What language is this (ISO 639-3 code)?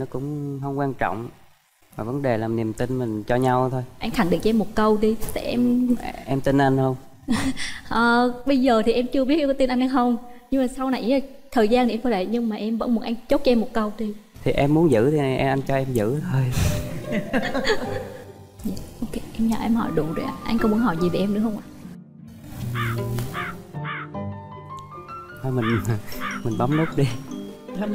vie